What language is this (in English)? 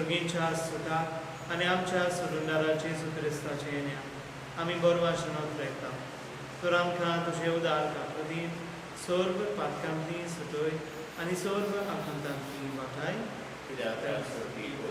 Konkani